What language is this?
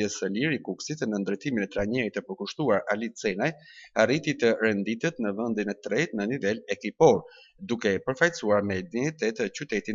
Albanian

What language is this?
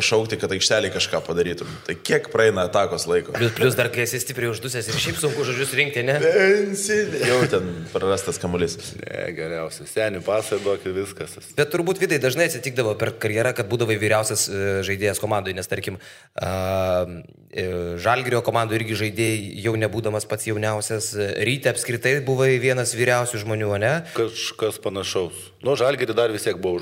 Lithuanian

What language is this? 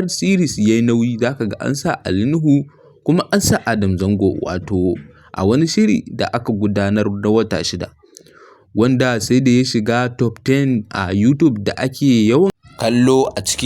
Hausa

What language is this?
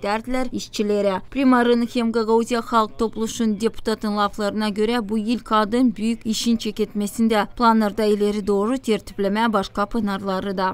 Gagauz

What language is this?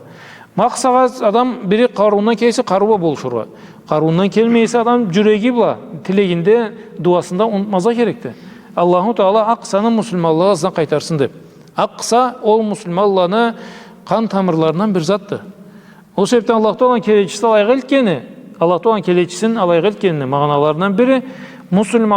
Karachay-Balkar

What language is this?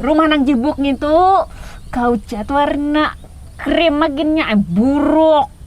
Banjar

